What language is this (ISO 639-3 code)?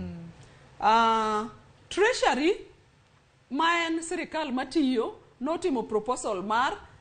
luo